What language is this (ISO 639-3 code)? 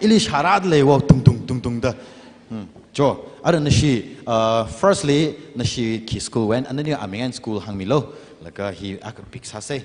nmf